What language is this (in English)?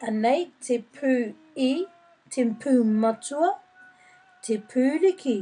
Māori